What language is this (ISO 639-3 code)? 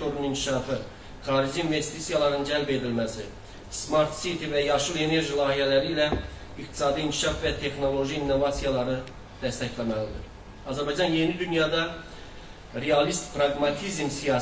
aze